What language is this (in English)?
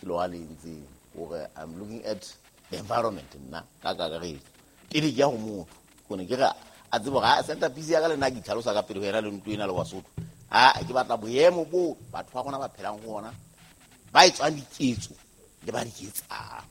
Southern Sotho